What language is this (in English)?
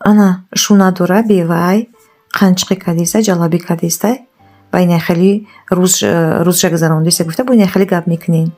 Tajik